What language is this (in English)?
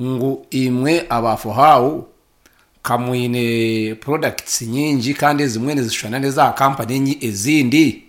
Nyankole